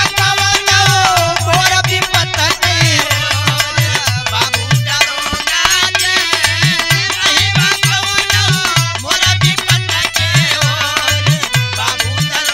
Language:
Bhojpuri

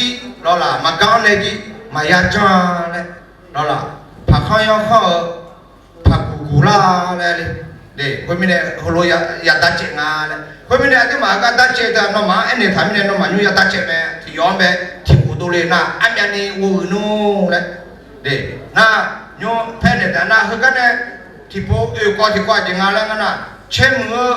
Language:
Akha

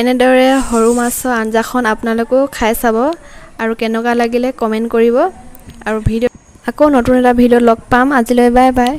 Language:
Assamese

